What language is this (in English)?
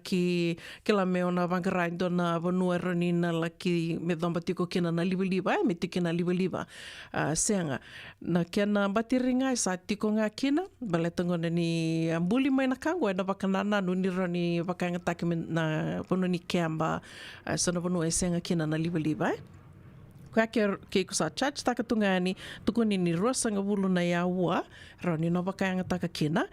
Fijian